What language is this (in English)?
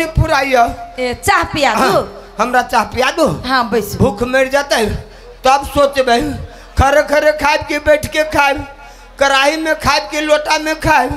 Maithili